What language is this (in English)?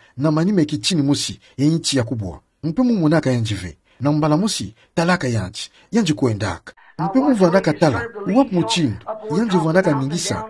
Kituba (Democratic Republic of Congo)